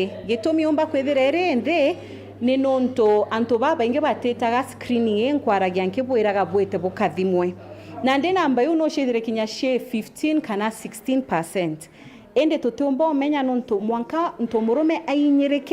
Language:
Meru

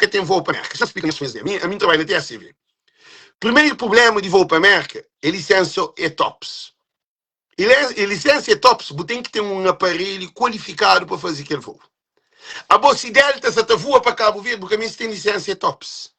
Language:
Kabuverdianu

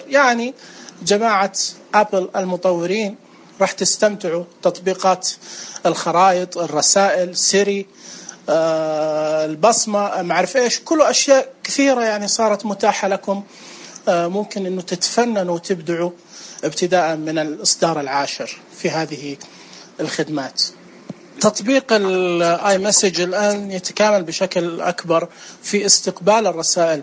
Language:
Najdi Arabic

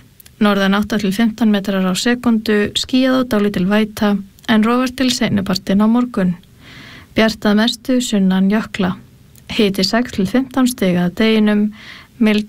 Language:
Icelandic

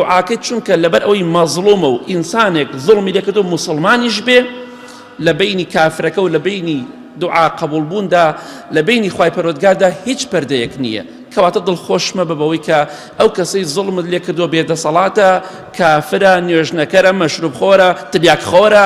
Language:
Central Kurdish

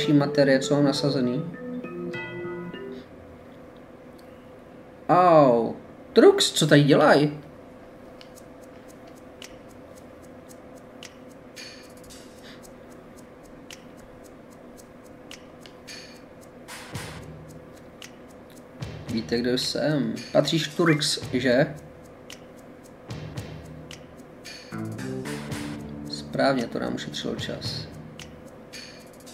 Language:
Czech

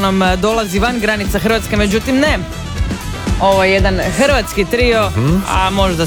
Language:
Croatian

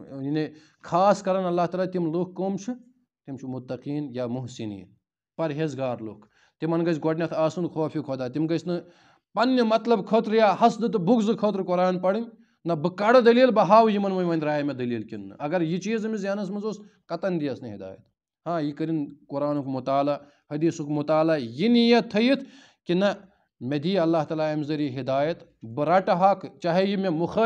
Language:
Kashmiri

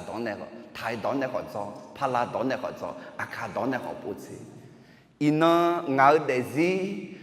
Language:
Akha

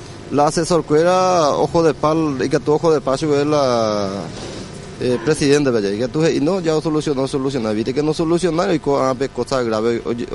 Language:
Guarani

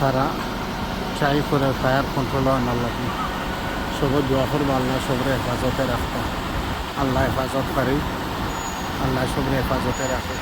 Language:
Sylheti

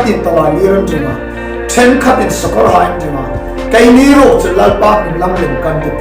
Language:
Hmar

